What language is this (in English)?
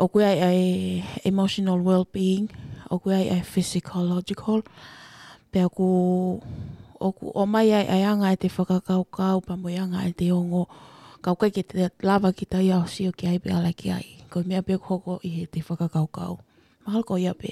Tongan